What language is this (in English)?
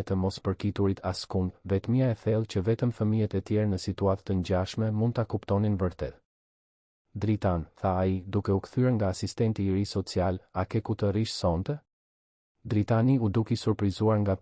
Albanian